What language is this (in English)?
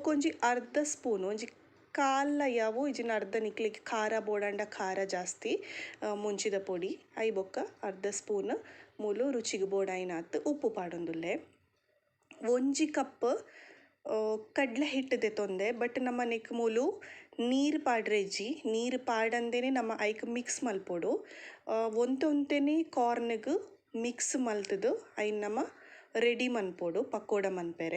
Tulu